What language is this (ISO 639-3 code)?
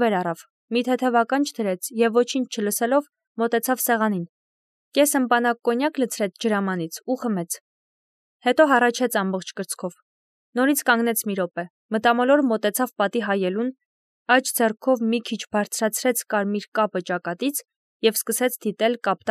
hye